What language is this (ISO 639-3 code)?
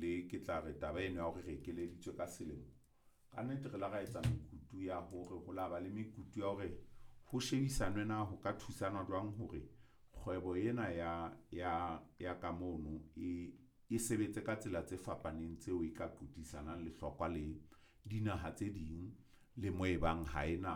sot